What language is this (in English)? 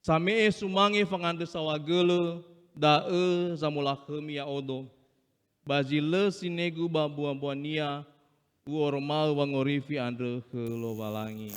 Nias